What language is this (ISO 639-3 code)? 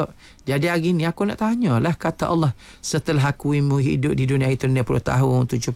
msa